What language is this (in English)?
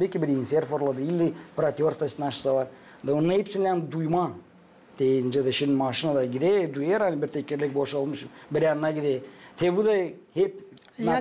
Gagauz